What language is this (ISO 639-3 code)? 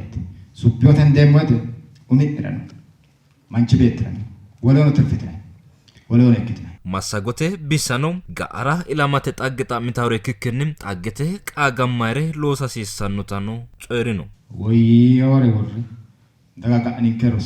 sid